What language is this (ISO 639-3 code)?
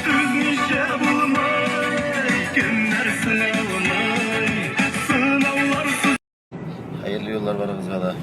tat